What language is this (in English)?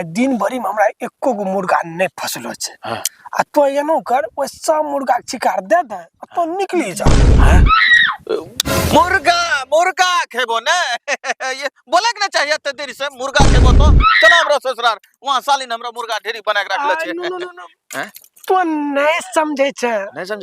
Angika